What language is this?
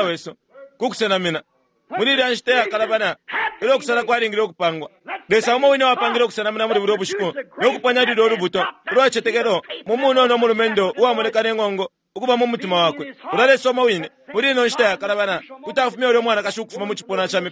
Bemba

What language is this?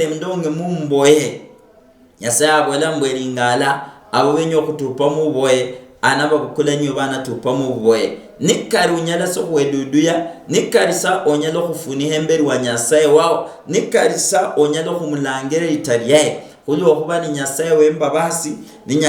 Luyia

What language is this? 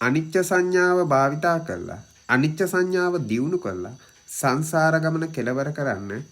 Sinhala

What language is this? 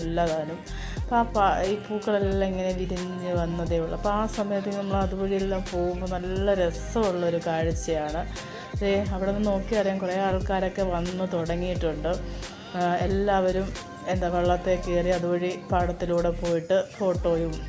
Malayalam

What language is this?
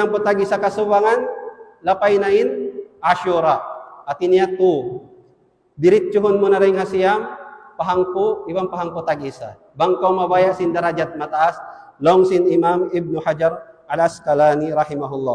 Tausug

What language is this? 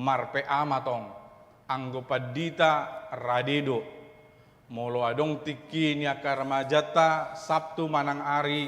Batak Toba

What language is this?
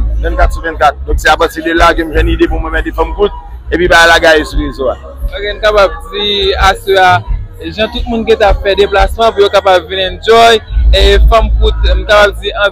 Haitian Creole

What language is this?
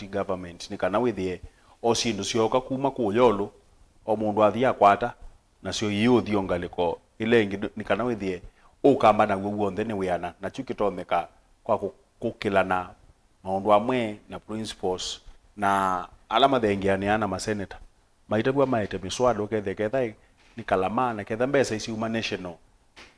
Kamba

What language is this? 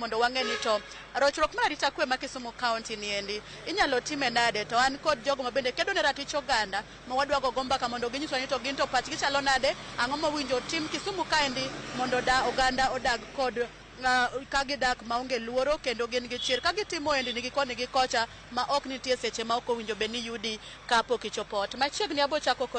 Luo (Kenya and Tanzania)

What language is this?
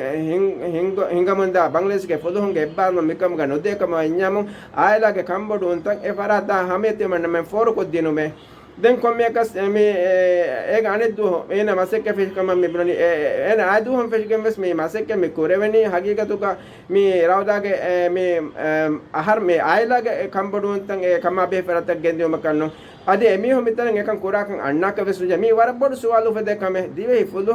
Divehi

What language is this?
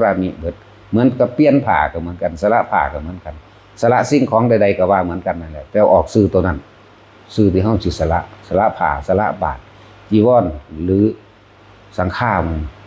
Northeastern Thai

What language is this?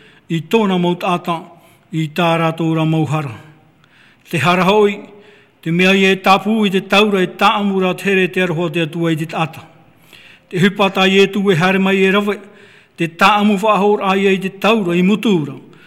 Tahitian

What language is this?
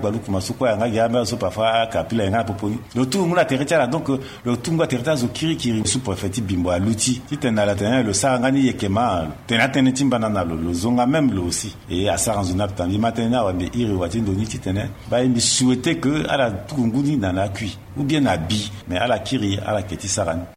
Sango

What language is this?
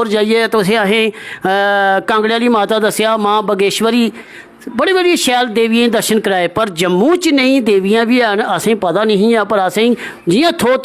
Dogri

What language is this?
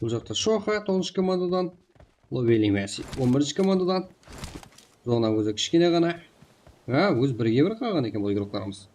Kara-Kalpak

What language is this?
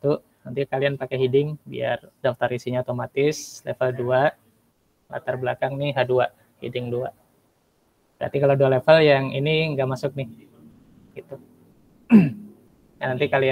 Indonesian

